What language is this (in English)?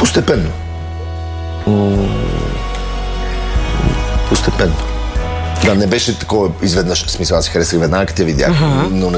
Bulgarian